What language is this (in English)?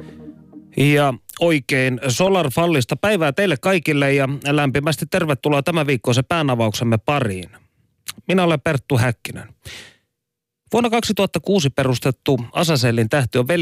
Finnish